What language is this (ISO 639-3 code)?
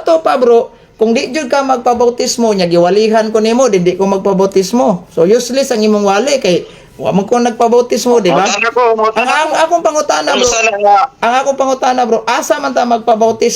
ceb